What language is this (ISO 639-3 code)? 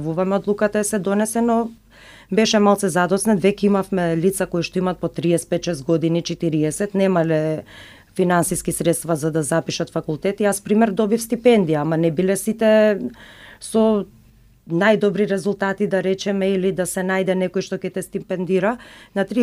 mkd